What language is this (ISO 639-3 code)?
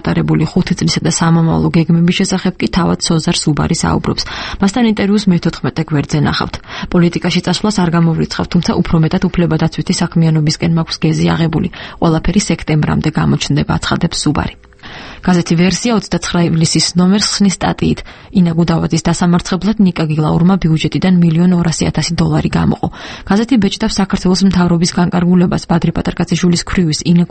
kat